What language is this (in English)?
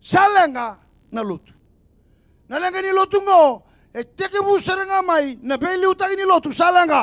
Fijian